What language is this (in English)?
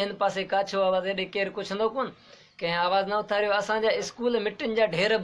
Sindhi